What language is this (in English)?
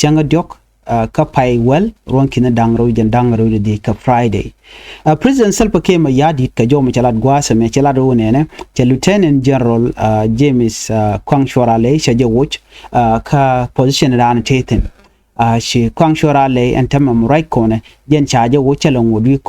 Nuer